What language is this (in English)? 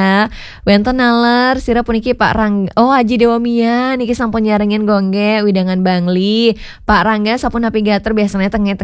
Balinese